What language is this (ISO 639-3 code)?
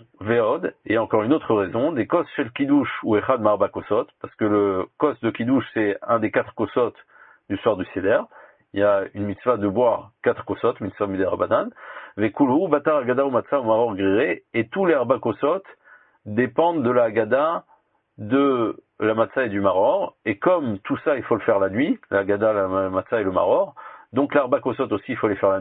fra